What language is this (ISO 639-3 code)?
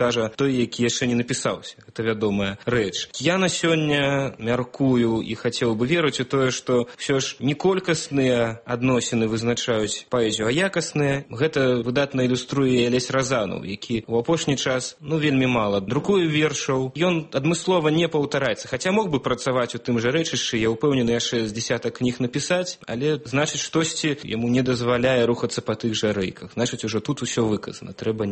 bel